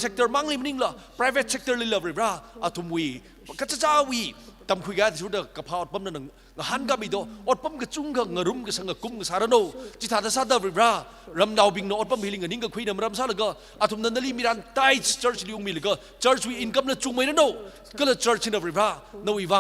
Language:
Tangkhul Naga (India)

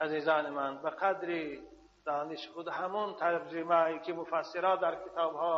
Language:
Tajik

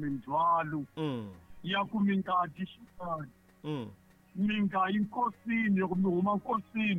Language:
Tsonga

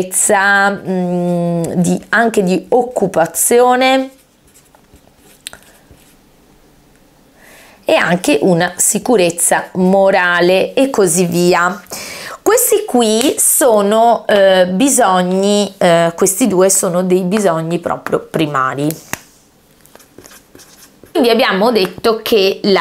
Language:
Italian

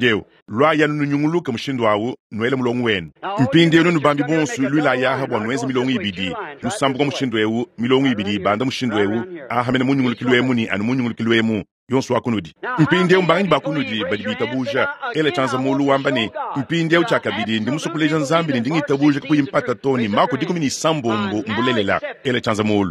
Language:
Luba-Lulua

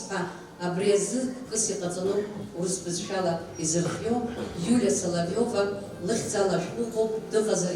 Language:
Abkhazian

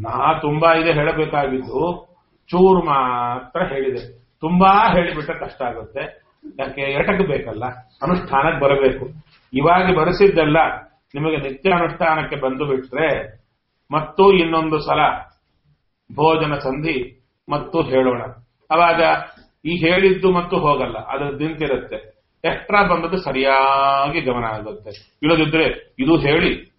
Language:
Kannada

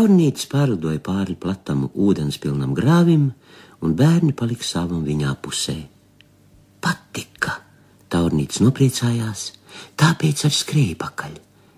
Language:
Latvian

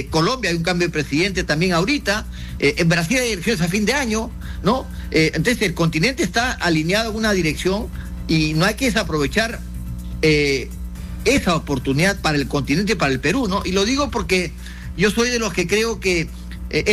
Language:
Spanish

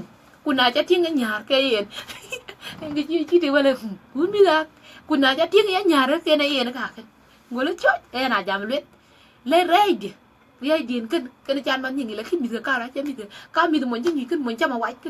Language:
Dinka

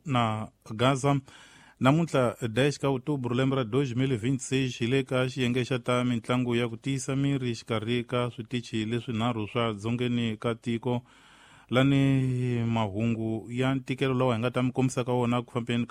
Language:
Tsonga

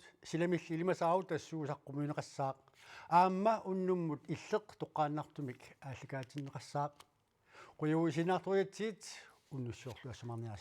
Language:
Kalaallisut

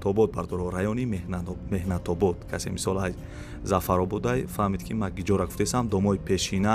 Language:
Tajik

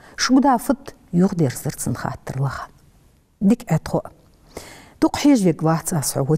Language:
Ingush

